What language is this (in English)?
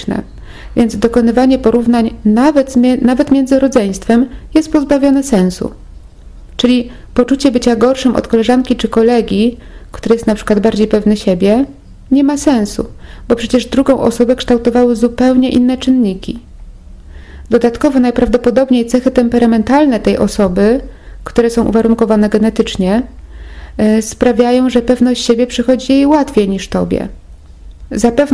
Polish